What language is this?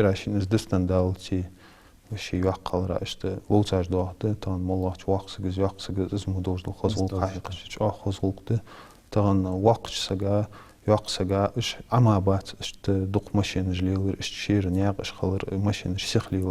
Ingush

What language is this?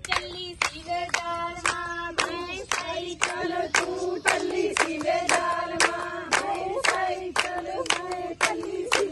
Punjabi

